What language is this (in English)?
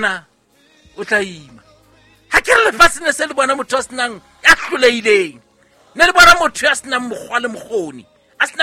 Southern Sotho